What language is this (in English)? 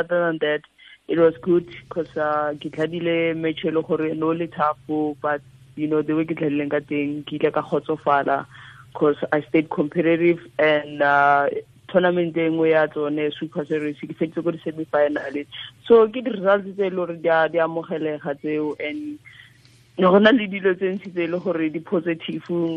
Tswana